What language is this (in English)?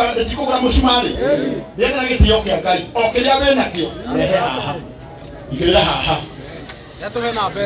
Kikuyu